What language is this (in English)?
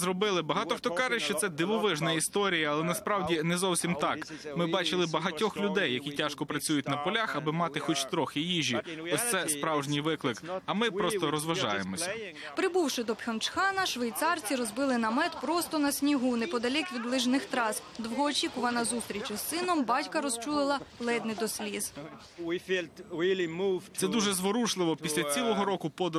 Ukrainian